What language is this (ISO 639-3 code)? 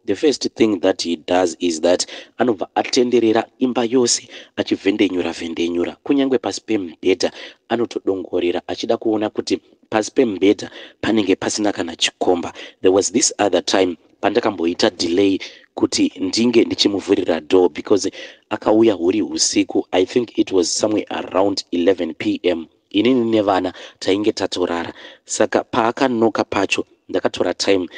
sna